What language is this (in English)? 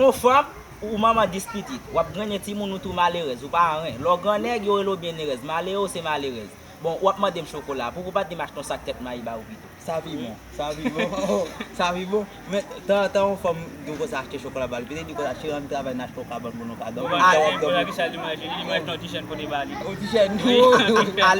Haitian Creole